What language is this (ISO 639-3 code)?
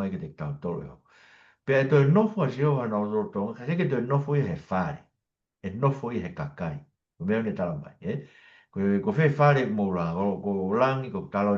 ton